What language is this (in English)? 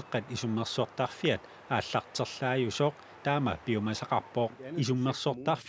Kalaallisut